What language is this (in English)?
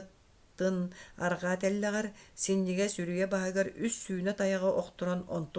Yakut